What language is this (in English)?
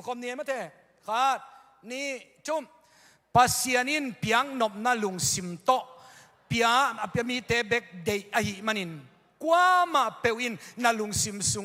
Tedim Chin